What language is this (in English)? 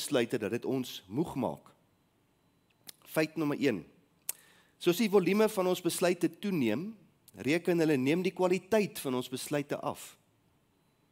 Afrikaans